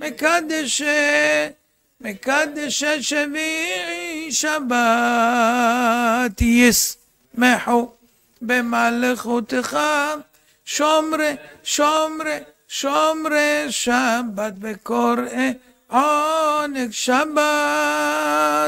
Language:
Hebrew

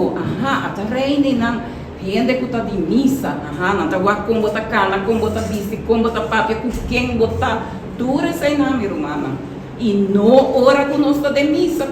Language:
Papiamento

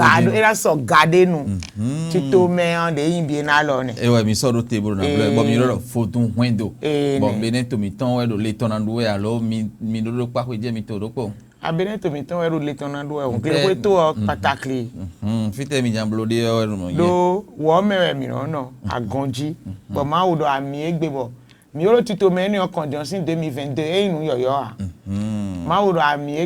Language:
Fon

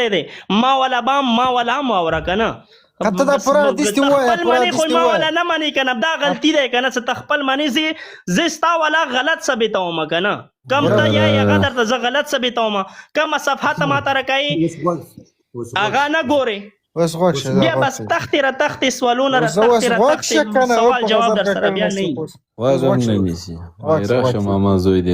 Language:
Pashto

